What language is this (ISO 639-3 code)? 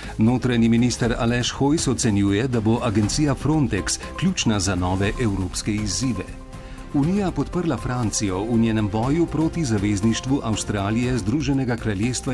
slv